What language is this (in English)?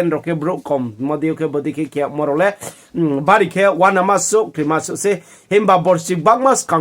Riang (India)